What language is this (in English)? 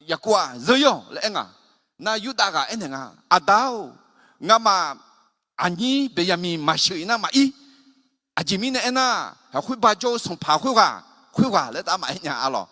Akha